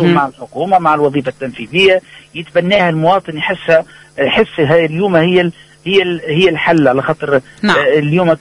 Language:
Tunisian Arabic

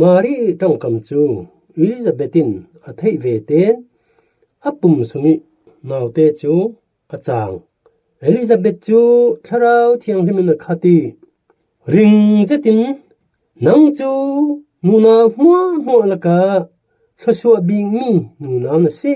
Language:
Falam Chin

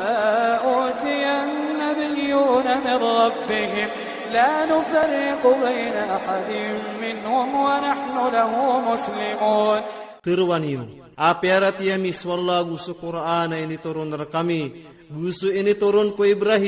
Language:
Iranun (Philippines)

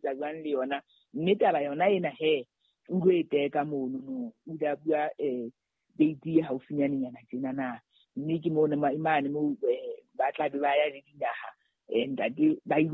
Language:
Southern Sotho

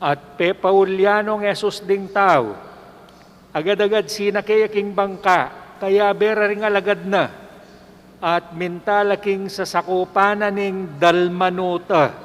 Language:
Pampanga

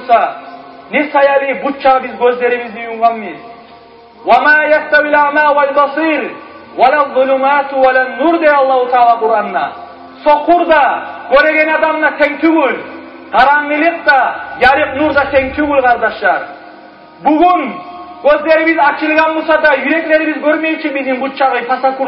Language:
Kumyk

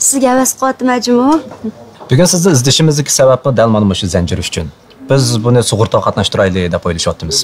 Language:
Uyghur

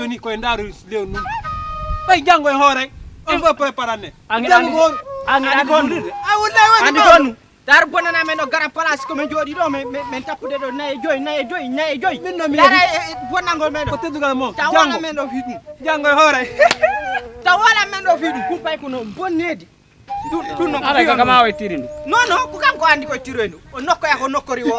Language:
Fula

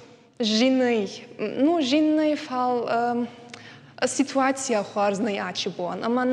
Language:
Ossetic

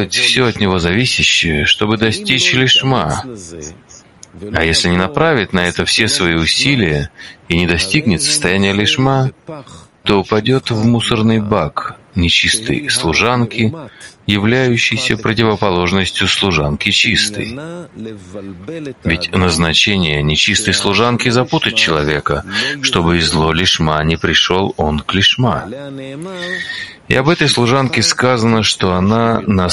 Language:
Russian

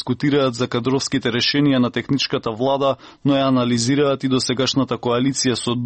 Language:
Macedonian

